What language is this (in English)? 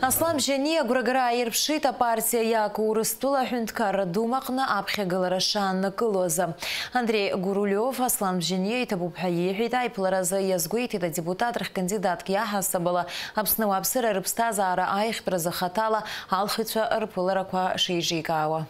Abkhazian